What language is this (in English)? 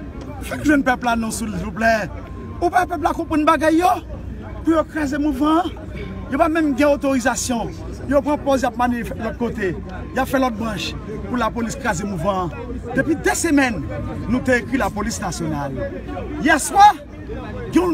Haitian Creole